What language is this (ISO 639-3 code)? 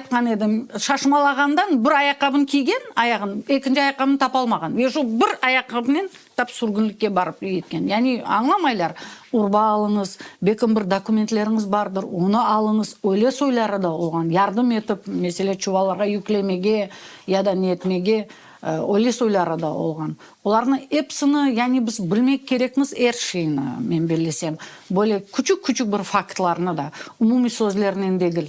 crh